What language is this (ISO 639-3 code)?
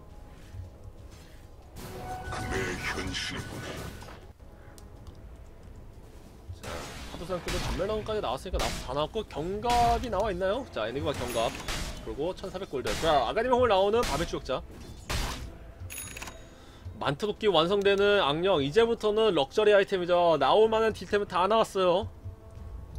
kor